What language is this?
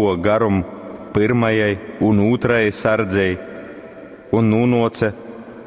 Latgalian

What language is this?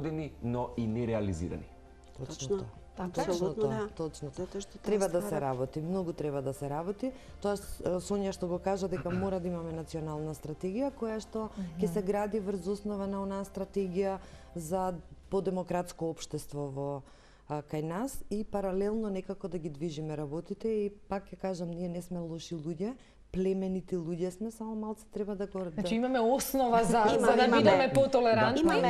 Macedonian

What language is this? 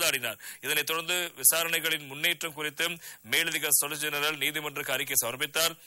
Tamil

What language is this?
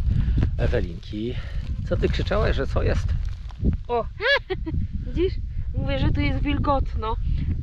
Polish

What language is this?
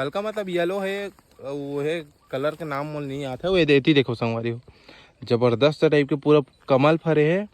Chhattisgarhi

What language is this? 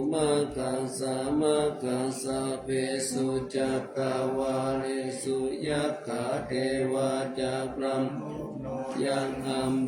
Pali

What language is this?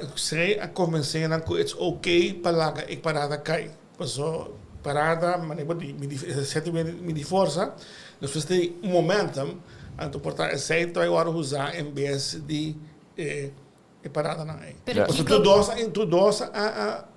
Papiamento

